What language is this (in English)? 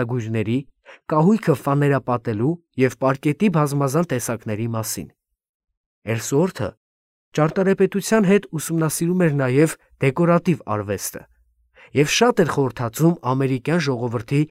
Armenian